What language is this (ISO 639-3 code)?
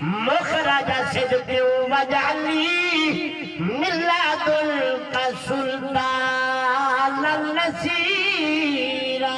skr